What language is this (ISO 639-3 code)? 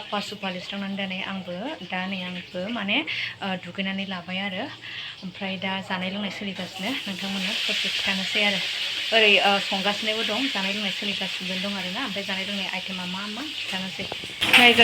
brx